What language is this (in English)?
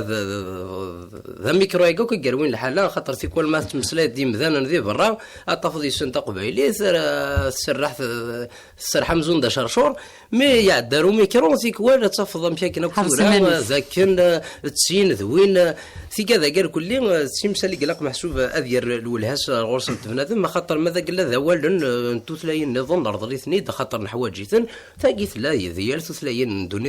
Kabyle